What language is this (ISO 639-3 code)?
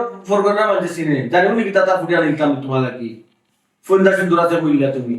syl